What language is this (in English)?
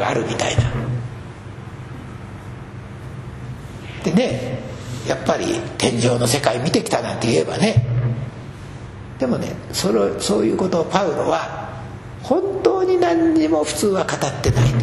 Japanese